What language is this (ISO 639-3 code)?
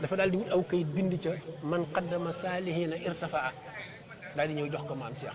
wol